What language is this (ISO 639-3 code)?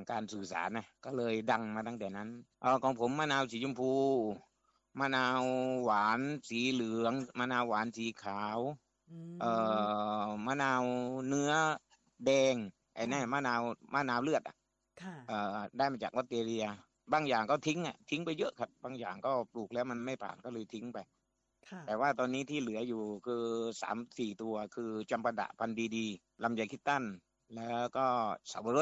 tha